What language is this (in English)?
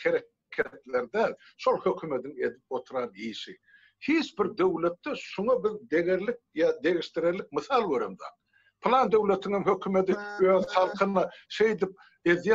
Turkmen